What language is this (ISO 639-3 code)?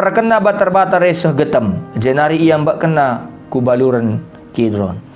btx